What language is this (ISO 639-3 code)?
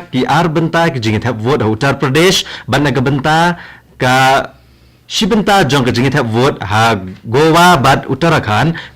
kha